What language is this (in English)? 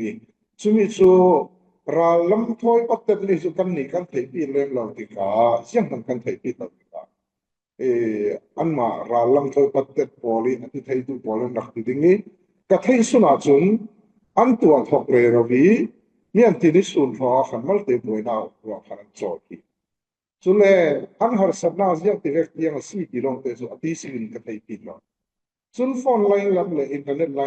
Falam Chin